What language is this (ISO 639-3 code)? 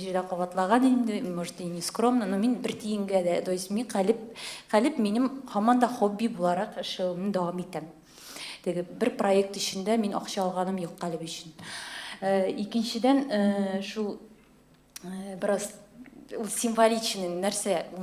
tat